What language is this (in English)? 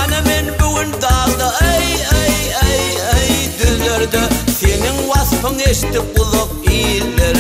Turkmen